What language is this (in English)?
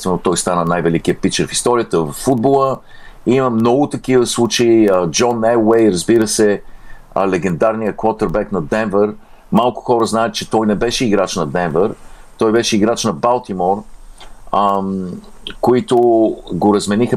Bulgarian